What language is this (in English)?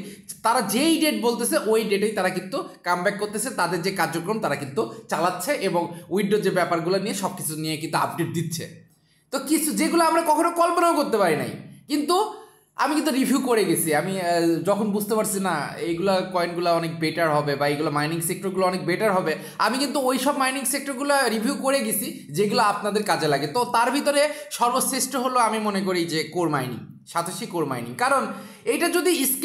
Bangla